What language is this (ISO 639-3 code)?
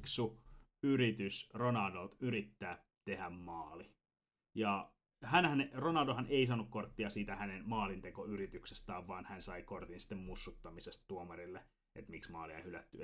fin